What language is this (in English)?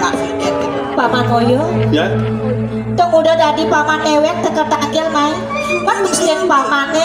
Balinese